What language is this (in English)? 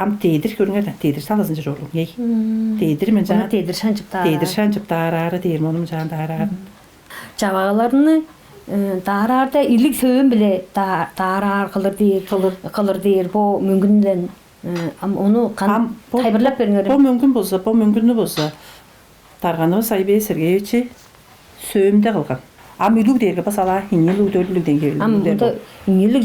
Tuvinian